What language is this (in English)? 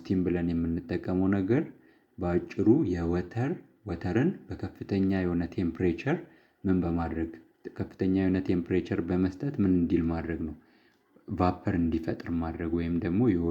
Amharic